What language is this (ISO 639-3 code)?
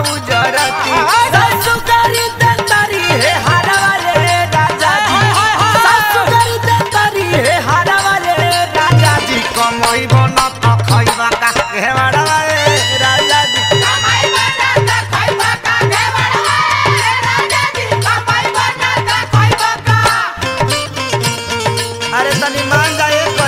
bho